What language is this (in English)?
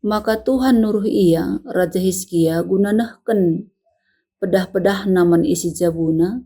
Batak Karo